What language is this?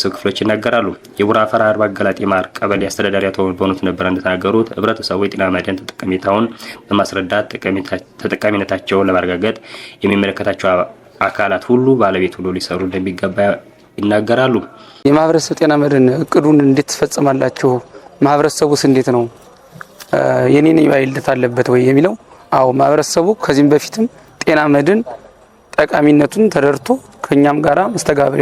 Amharic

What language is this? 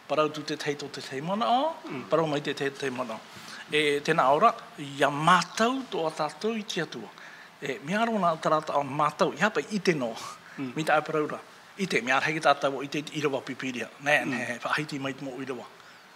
Tahitian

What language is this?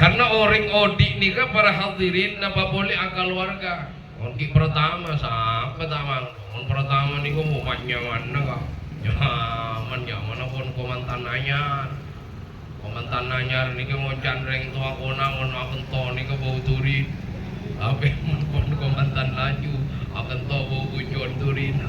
Madurese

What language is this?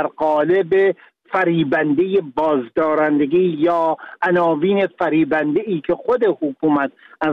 Persian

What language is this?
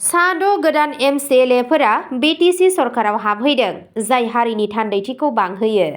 Bodo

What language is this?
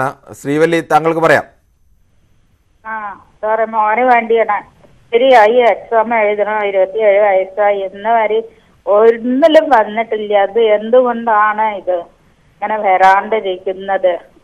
Malayalam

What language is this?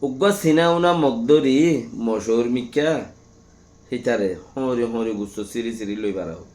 Rohingya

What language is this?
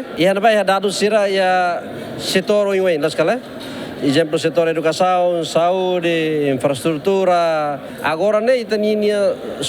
Tetum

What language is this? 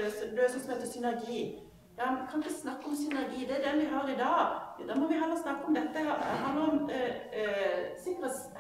Norwegian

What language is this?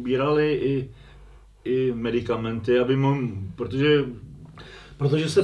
Czech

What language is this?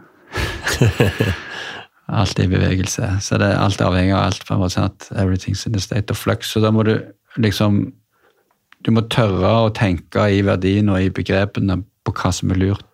Norwegian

